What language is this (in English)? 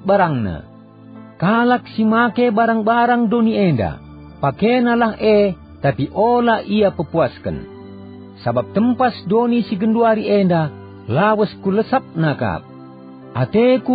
Batak Karo